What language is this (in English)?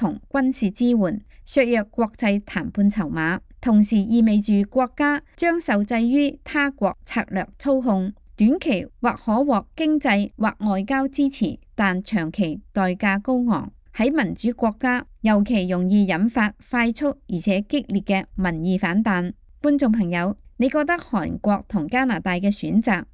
Cantonese